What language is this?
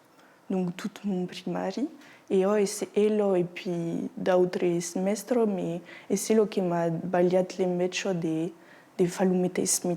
Occitan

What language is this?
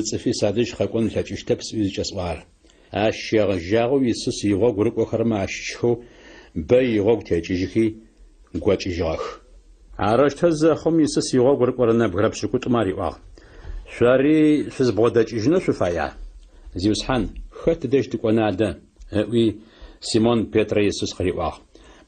Adyghe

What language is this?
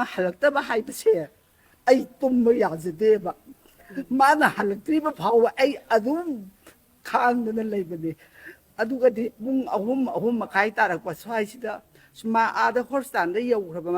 Manipuri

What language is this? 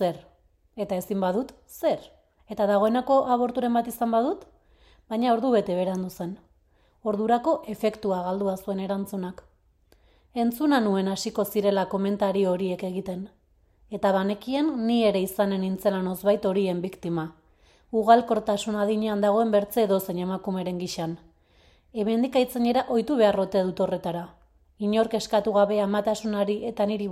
Basque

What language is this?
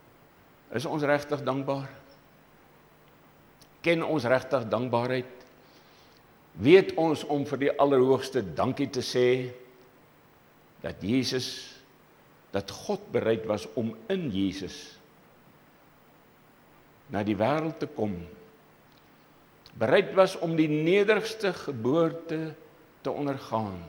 Afrikaans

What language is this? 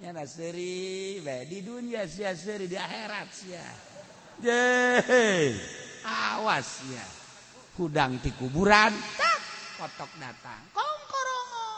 Sundanese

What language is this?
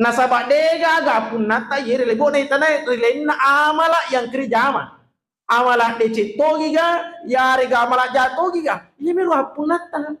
Buginese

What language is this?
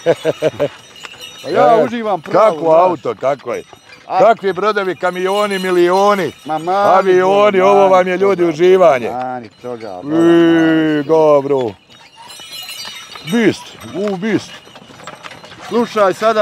Bosnian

